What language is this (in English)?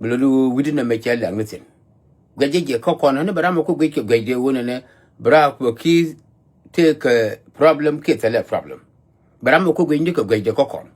Nuer